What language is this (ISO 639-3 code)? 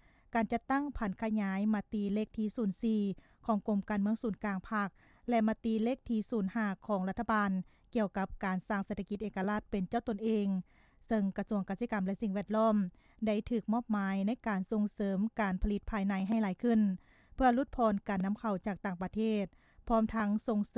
lao